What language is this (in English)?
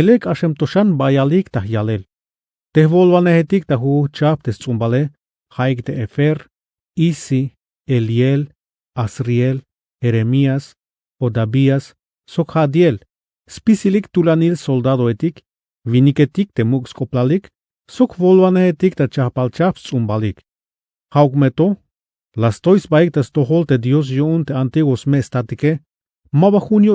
Tzeltal